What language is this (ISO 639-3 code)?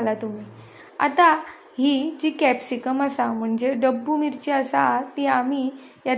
kok